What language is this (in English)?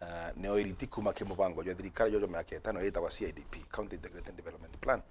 Meru